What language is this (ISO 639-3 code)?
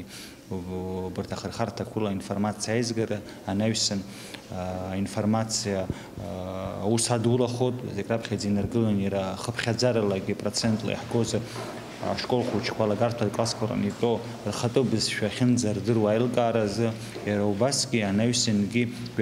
abk